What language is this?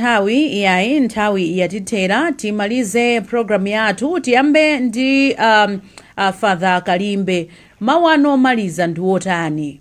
Nyanja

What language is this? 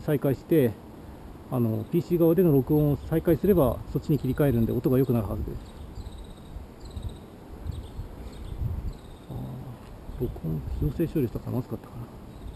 Japanese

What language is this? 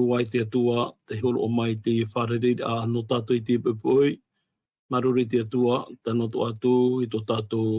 Tahitian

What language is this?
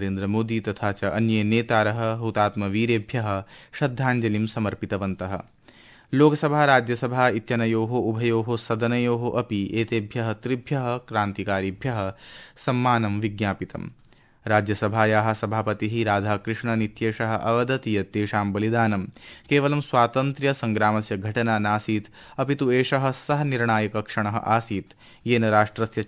Sanskrit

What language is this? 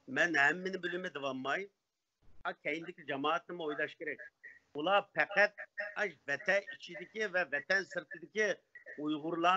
Uyghur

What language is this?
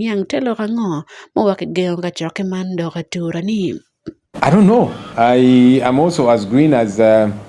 Acoli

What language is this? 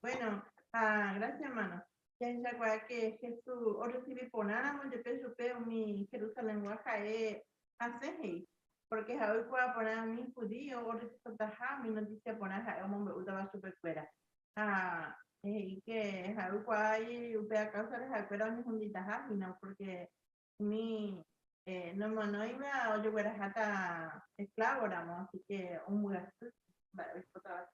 Guarani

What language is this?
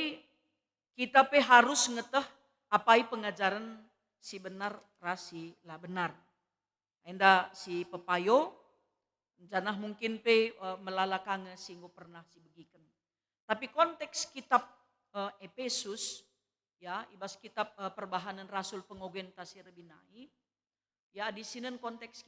Batak Karo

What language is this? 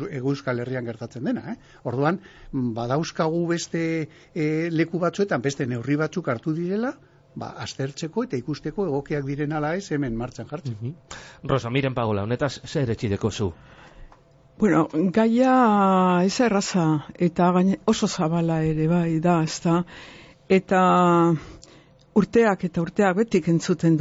Basque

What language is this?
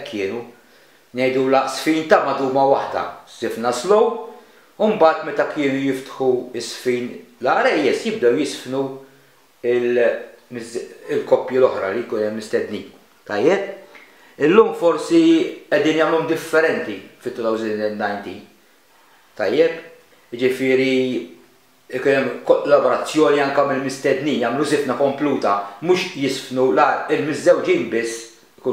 Maltese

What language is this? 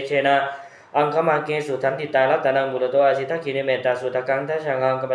Pali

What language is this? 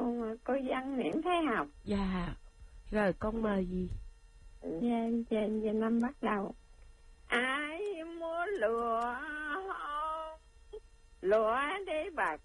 Vietnamese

